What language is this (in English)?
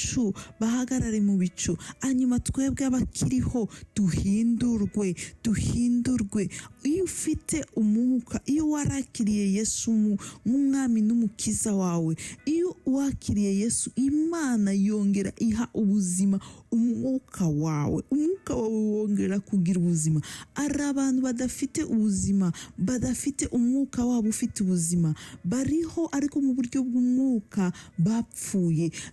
Kinyarwanda